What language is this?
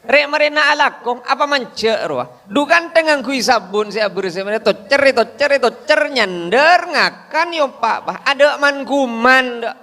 Madurese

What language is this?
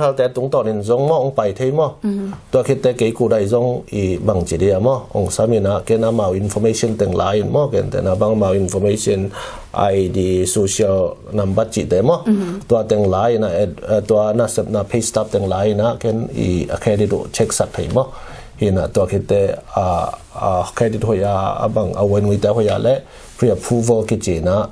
Tedim Chin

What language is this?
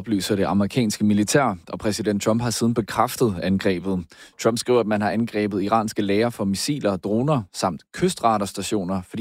Danish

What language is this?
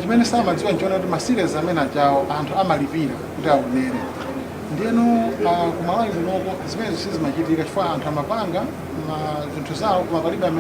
Nyanja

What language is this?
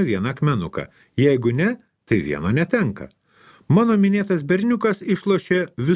Lithuanian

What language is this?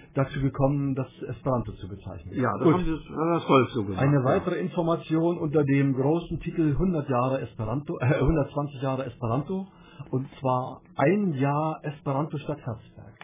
German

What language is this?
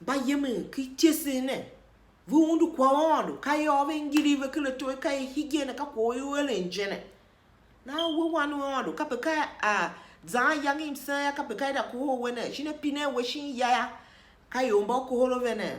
Tiv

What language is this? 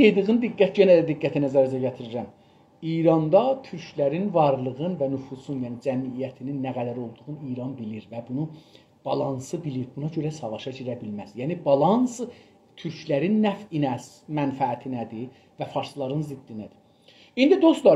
South Azerbaijani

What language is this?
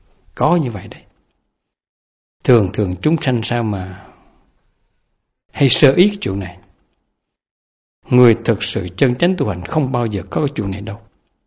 Vietnamese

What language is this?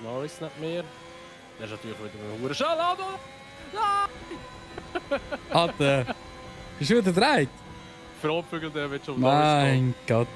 Swiss German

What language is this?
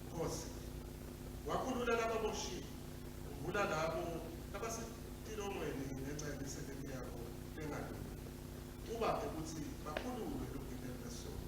Swati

